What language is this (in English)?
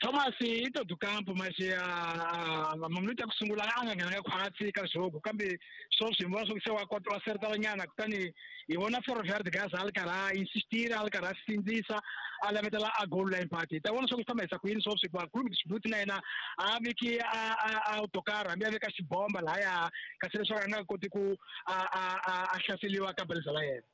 Tsonga